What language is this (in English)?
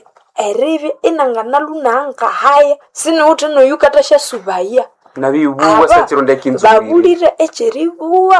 Nande